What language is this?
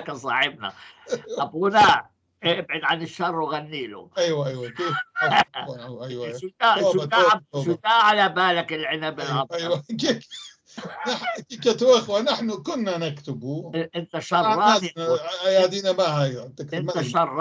North Levantine Arabic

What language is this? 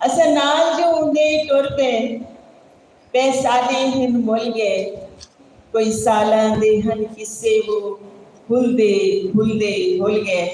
Saraiki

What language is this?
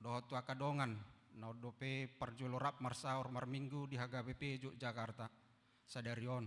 Batak Toba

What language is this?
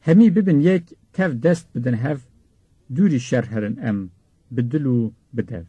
Kurdish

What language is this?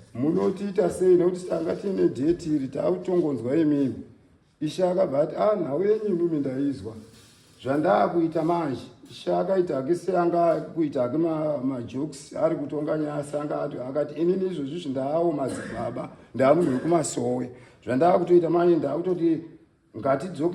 Shona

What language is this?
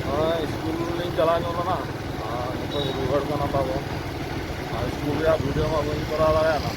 Santali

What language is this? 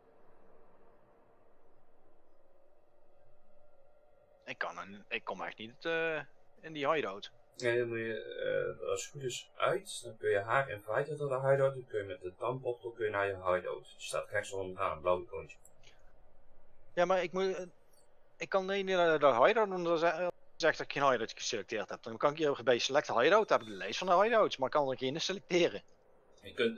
Dutch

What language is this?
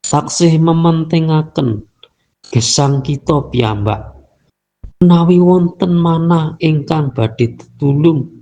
Javanese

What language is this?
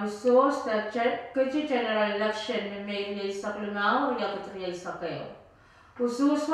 Pohnpeian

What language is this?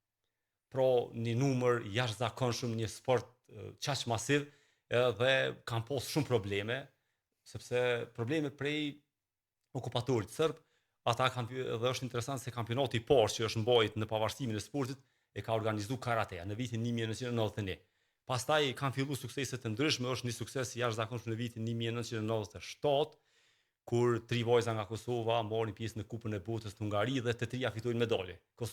Albanian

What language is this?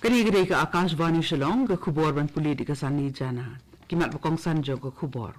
Khasi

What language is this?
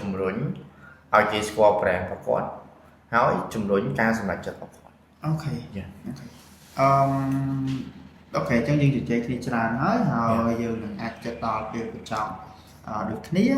Khmer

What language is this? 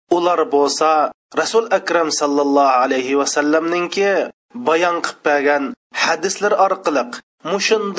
Uyghur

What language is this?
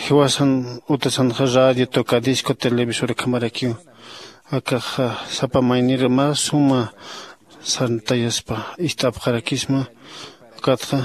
Aymara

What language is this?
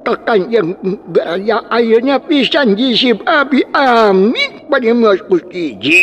Sundanese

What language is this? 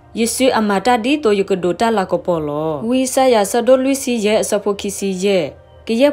S'gaw Karen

